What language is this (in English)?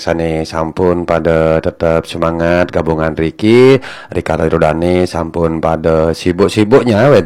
Balinese